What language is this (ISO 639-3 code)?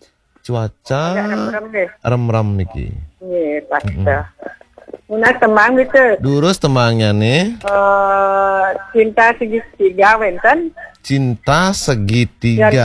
ban